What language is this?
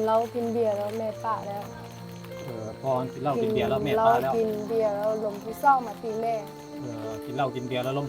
Lao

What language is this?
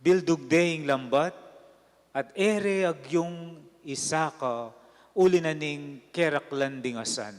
Pampanga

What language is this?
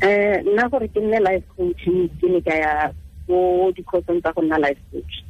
Tswana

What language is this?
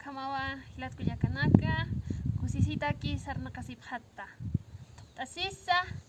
Aymara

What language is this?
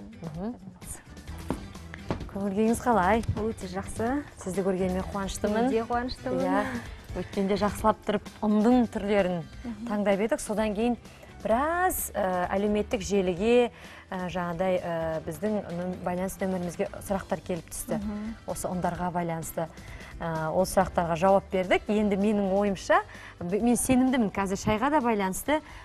Kazakh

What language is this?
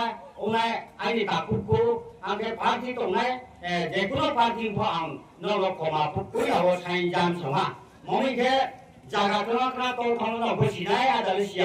Riang (India)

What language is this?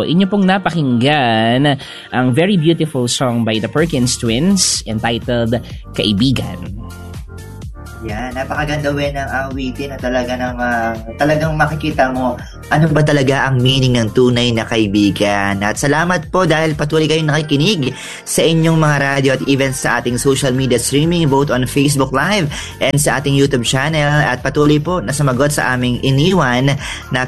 Filipino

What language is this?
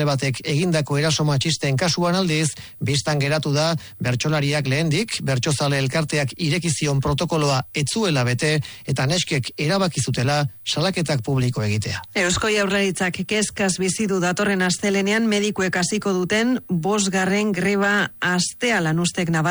Basque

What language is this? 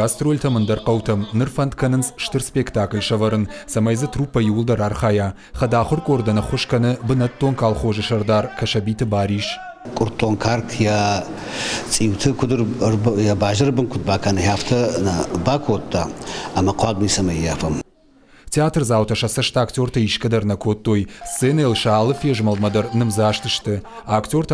Ossetic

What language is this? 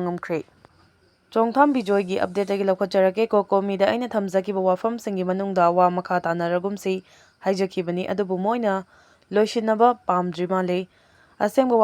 Manipuri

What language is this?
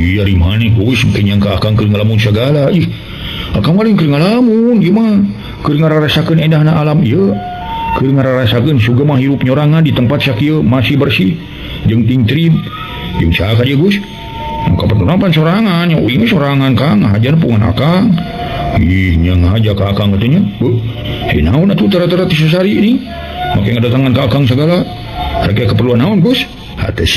Sundanese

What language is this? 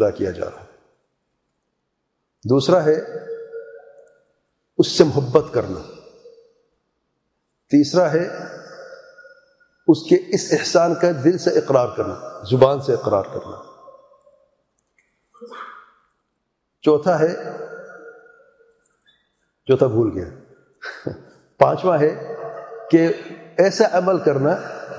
Urdu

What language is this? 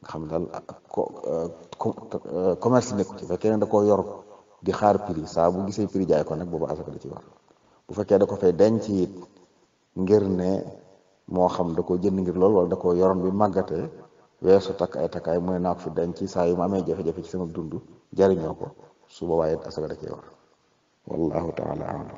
Wolof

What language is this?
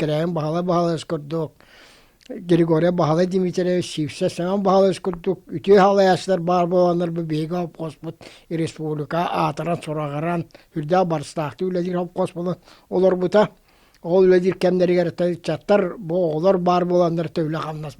Yakut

